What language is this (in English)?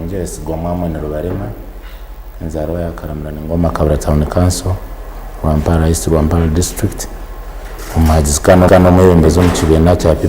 Nyankole